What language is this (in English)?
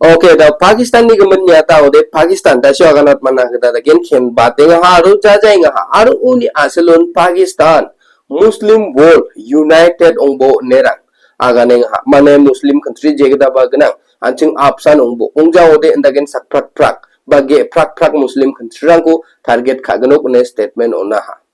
Garo